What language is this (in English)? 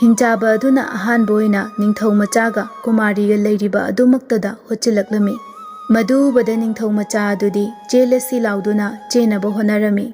Manipuri